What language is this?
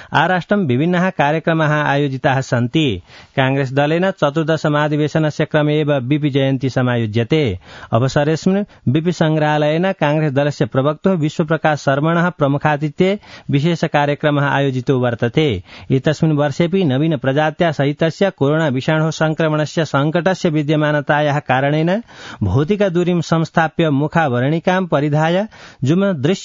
Sanskrit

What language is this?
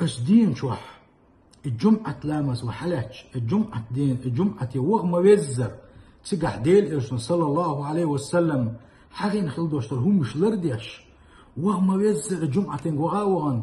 Chechen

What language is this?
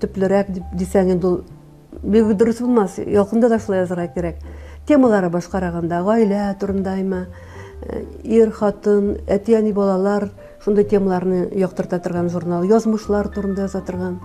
Tatar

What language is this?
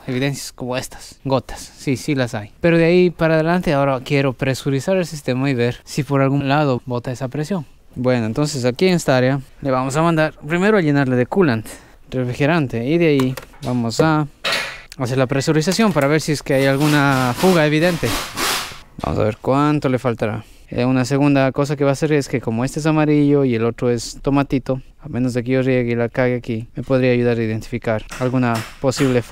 Spanish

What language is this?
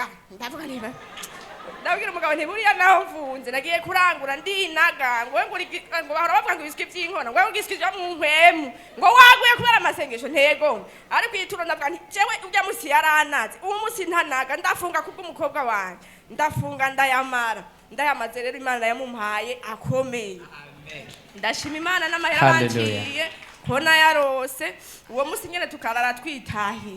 Rundi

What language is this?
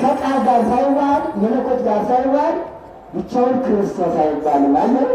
Amharic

